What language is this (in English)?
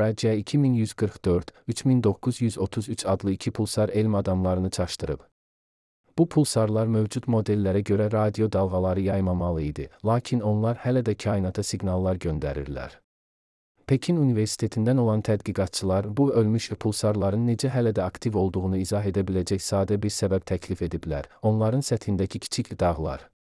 Azerbaijani